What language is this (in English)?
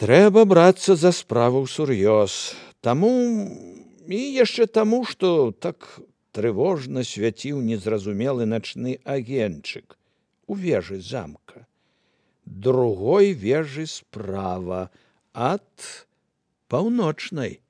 Belarusian